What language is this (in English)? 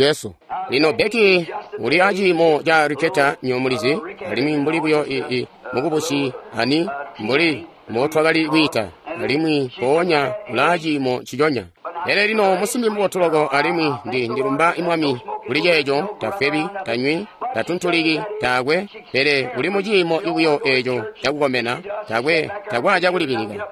Tonga (Zambia)